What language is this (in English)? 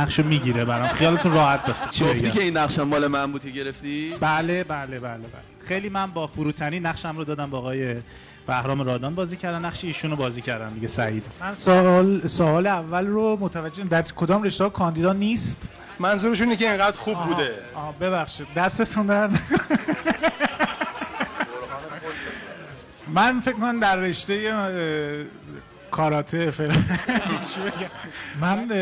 Persian